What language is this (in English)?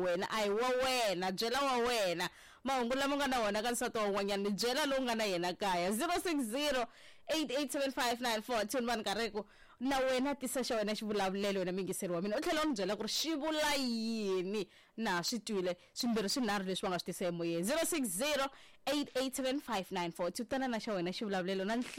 Tsonga